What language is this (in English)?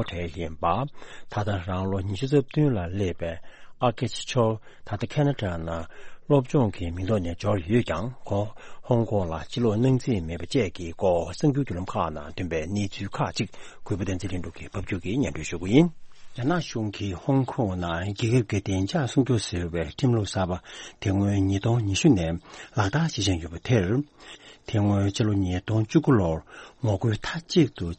Tibetan